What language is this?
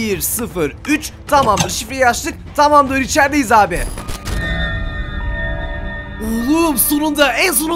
Turkish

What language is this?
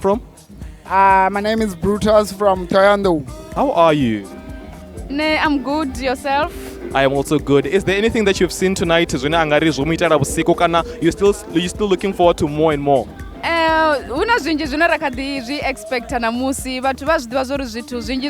Venda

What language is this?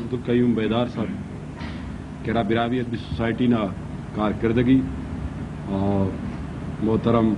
Brahui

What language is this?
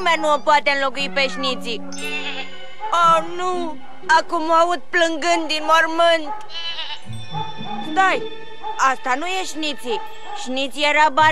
Romanian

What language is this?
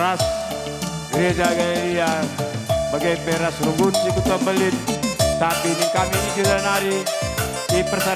Batak Karo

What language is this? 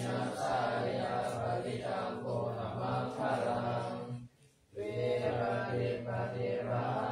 Pali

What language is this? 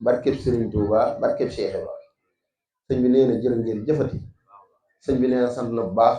Wolof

